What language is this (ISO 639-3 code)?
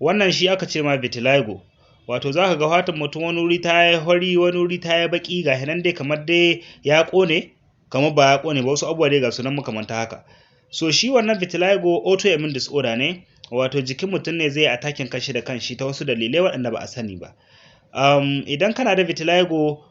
hau